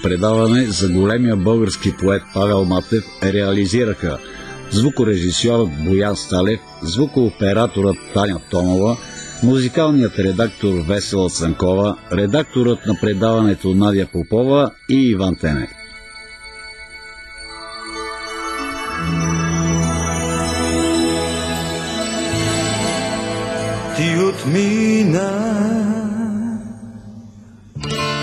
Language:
Bulgarian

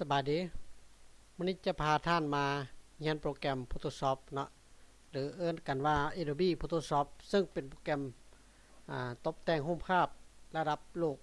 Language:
Lao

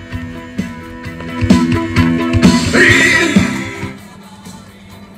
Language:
Russian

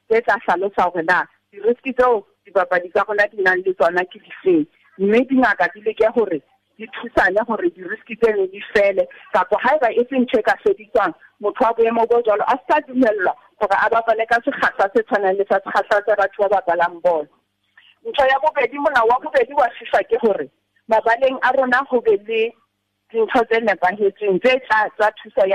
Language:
Southern Sotho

